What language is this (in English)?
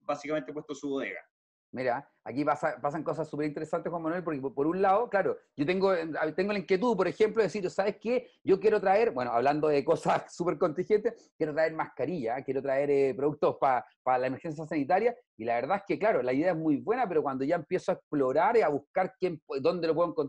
Spanish